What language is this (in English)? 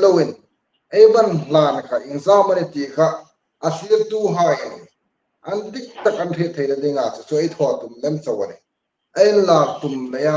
Hmar